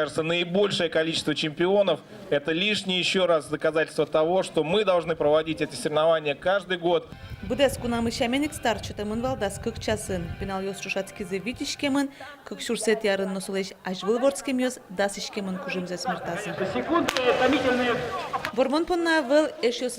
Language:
Udmurt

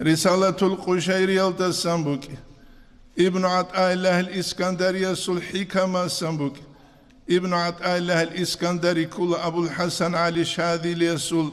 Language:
Avaric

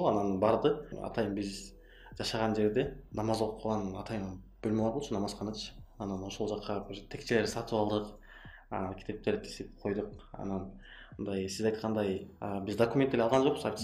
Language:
Kyrgyz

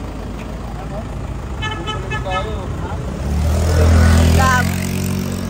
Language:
Filipino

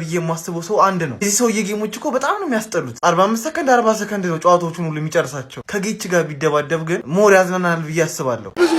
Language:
Amharic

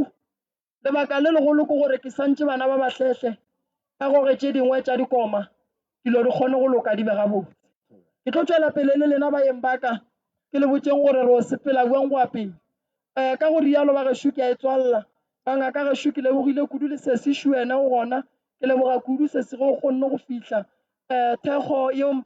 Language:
Northern Sotho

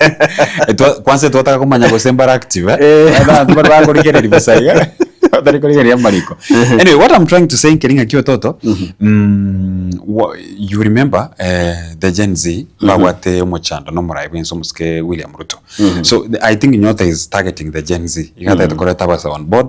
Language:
Gusii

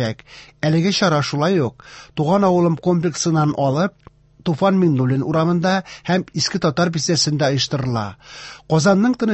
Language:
Tatar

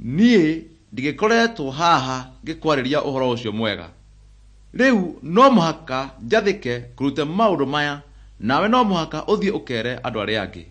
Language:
Kikuyu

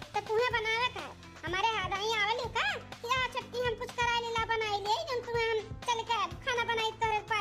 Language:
Awadhi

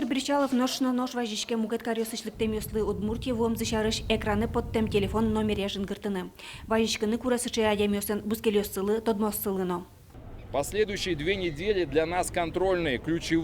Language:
Udmurt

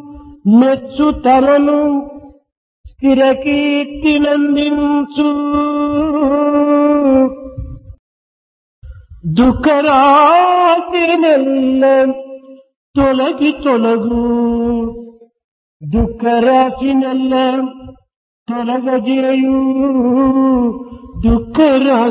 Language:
Telugu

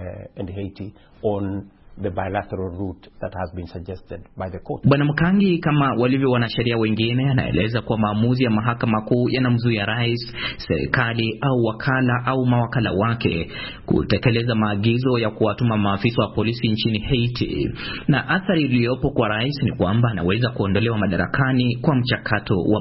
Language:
Swahili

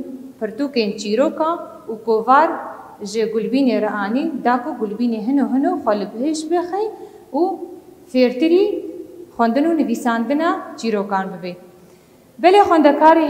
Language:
Kurdish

